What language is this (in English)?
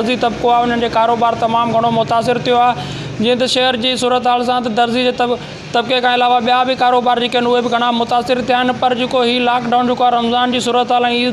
Sindhi